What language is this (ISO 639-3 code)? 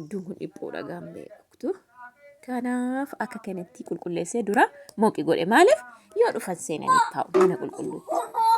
orm